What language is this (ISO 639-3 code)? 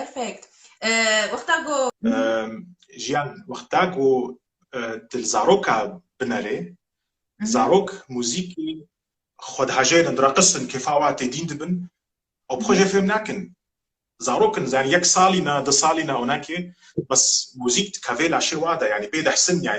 kur